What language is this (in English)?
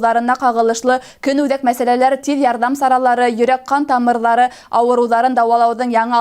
Bashkir